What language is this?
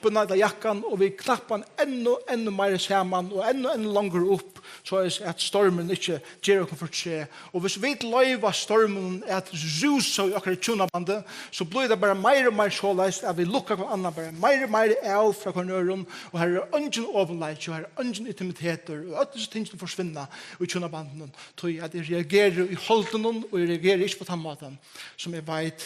Faroese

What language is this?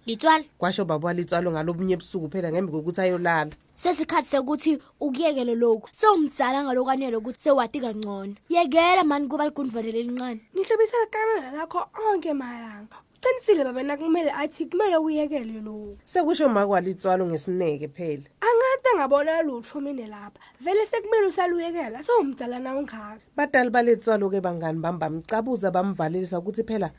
Swati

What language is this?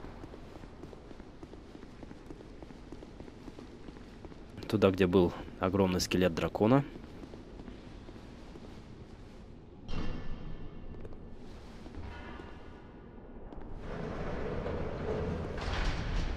Russian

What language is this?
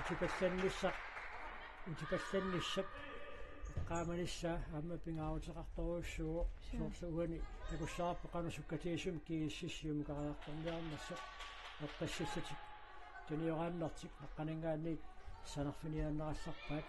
Kalaallisut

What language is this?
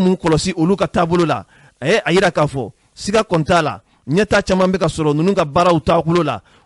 Bambara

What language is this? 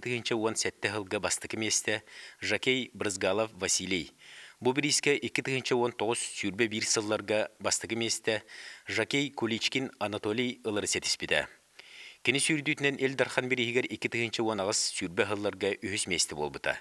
Yakut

